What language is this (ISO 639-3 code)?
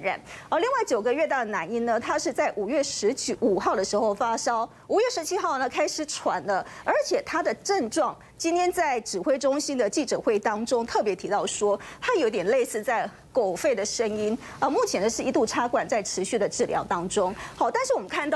zho